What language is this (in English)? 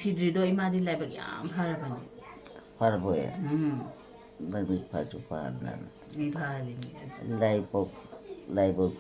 Manipuri